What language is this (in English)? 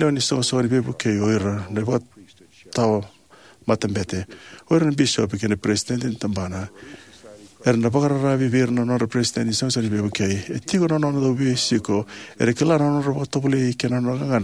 Fijian